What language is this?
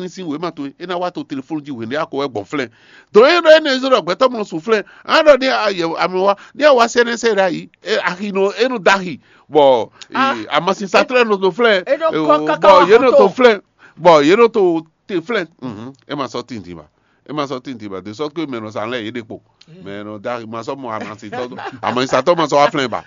Fon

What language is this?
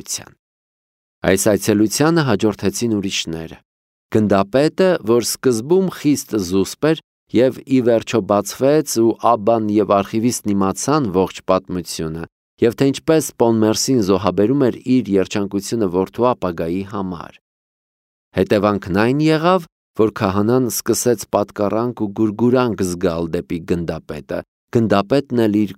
Armenian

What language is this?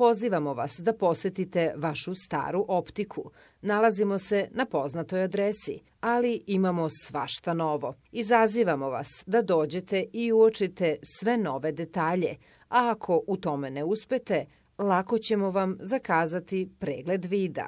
Serbian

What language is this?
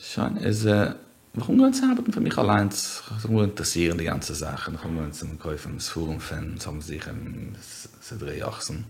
Yiddish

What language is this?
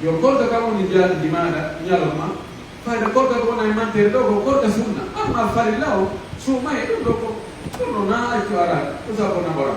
Pular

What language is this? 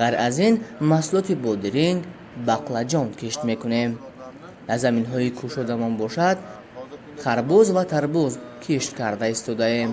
Tajik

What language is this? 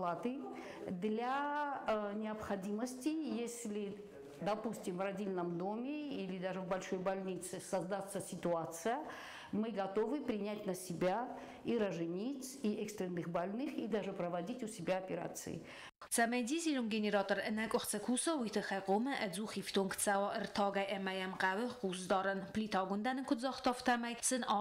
Ossetic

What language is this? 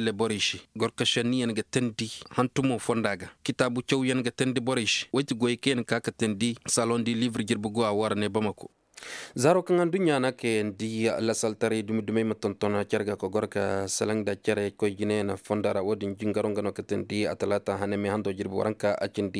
Koyraboro Senni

